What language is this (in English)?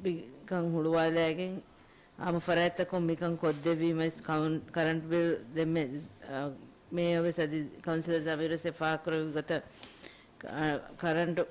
Divehi